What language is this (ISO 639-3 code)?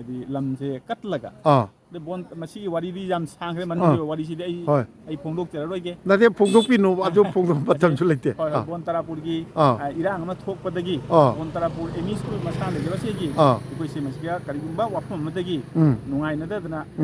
mni